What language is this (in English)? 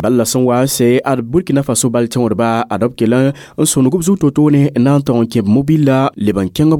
Mossi